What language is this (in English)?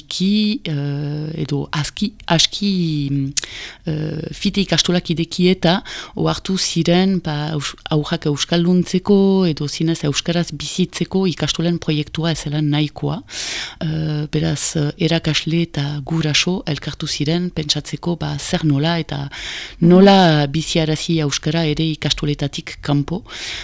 Basque